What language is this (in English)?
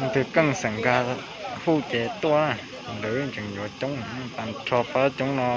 Hmong